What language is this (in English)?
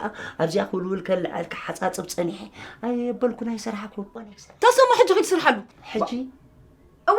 Tigrinya